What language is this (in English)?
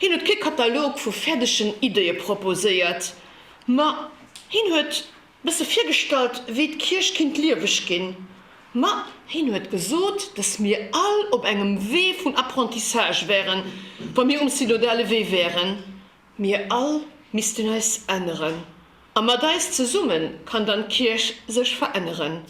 Luxembourgish